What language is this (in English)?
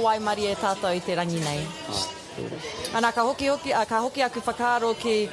Māori